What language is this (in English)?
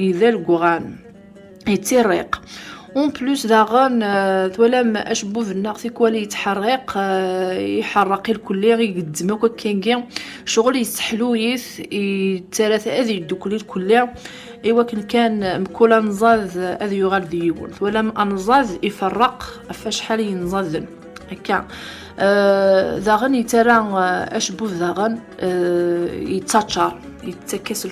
Kabyle